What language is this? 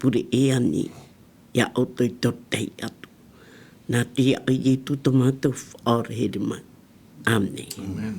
Tahitian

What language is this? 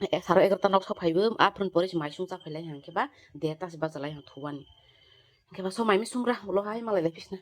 Kok Borok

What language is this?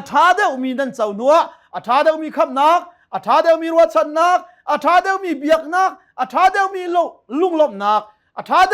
Hakha Chin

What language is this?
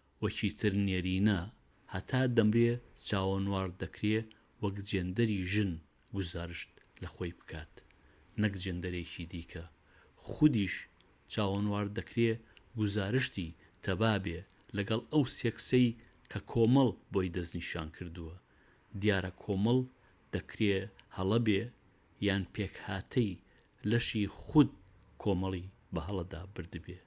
Central Kurdish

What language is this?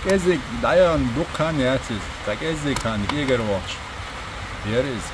Chechen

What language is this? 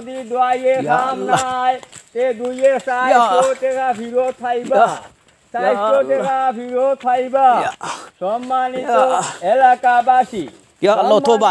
Sylheti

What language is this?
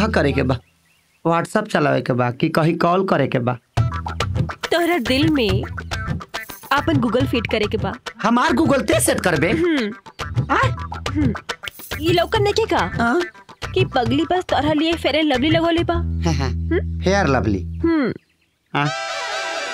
Bhojpuri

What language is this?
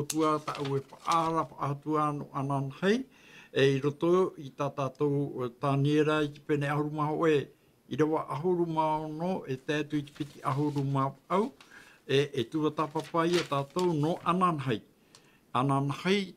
Tahitian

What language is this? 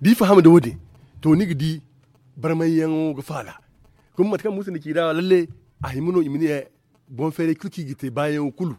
Zarma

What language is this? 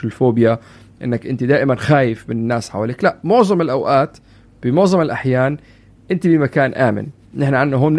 North Levantine Arabic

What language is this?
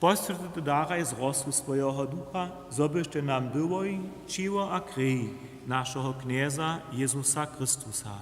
Upper Sorbian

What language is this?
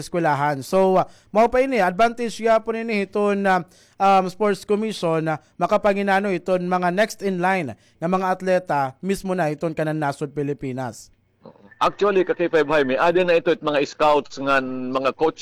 Waray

